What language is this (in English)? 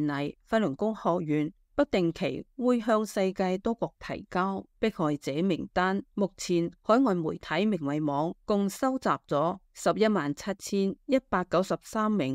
Cantonese